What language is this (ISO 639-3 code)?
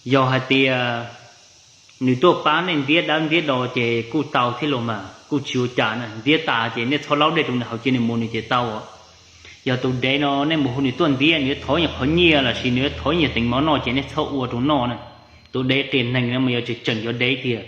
hmn